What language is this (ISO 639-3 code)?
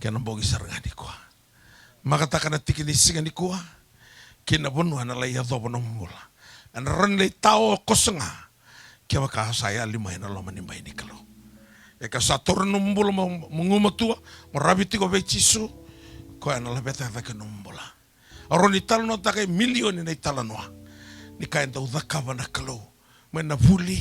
fij